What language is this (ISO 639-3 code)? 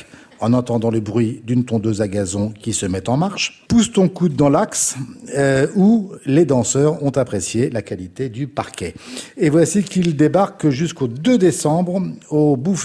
fra